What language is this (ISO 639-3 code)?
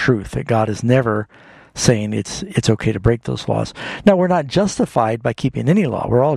eng